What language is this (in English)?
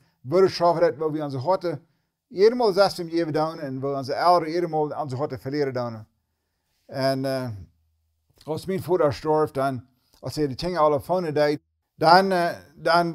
Plautdietsch